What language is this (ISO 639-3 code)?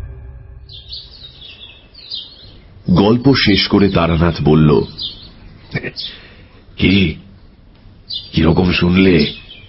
ben